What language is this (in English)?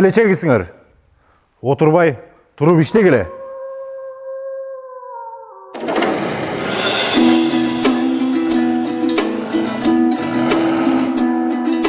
Kazakh